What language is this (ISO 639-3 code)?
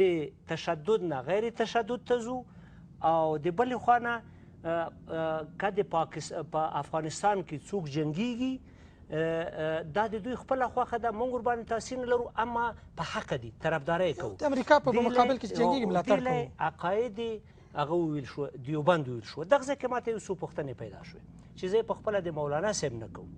pus